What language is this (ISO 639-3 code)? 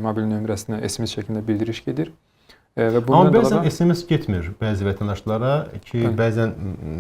aze